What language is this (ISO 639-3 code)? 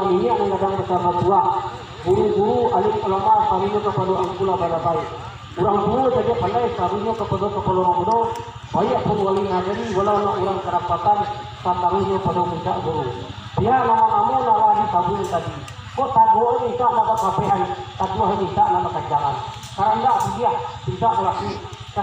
min